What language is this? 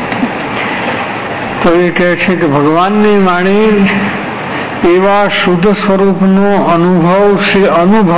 Gujarati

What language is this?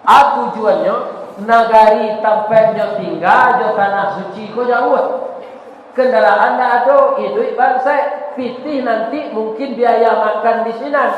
Minangkabau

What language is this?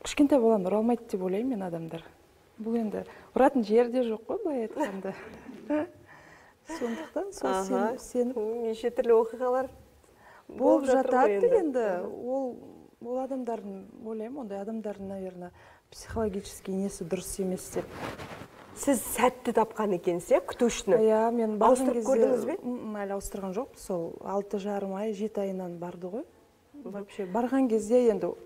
Kazakh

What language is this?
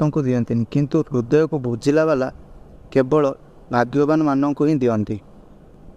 Odia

